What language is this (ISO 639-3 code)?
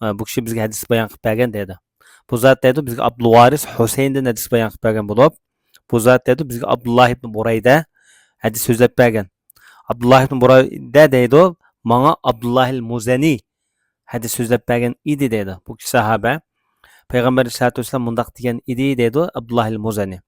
uig